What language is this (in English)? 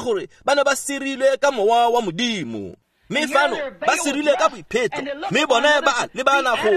Tswana